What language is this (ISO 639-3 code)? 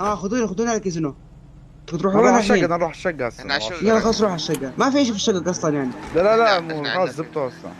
apc